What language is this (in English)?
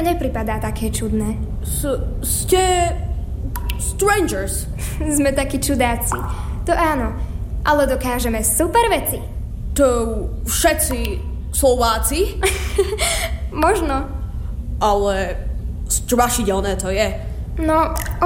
Slovak